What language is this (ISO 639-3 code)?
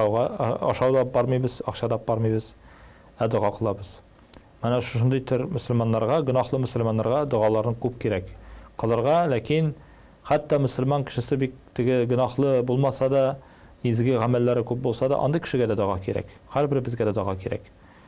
tat